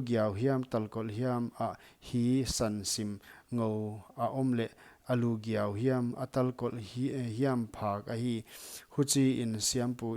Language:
Paite Chin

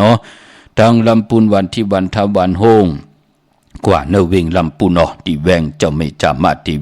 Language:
Shan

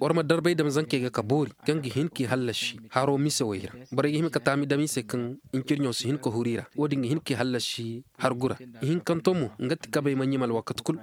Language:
Koyraboro Senni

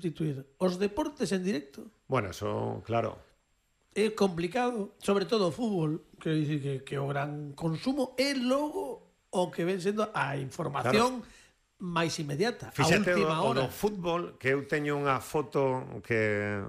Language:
Galician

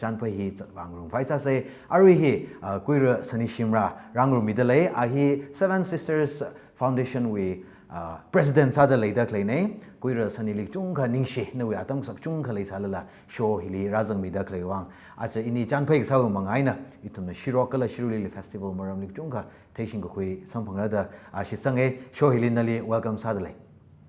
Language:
Tangkhul Naga (India)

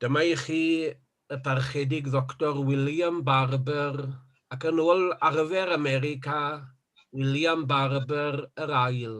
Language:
Welsh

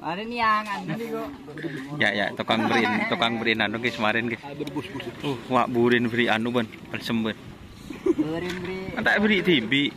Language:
Madurese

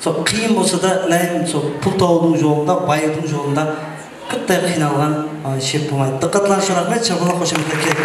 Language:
Kara-Kalpak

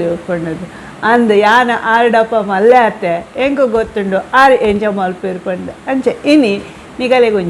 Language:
Tulu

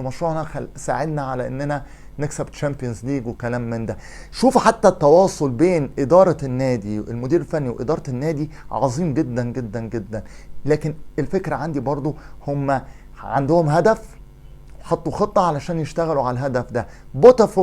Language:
Egyptian Arabic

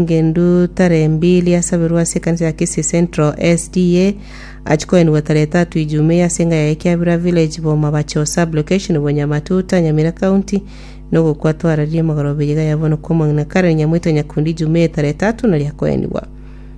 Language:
Gusii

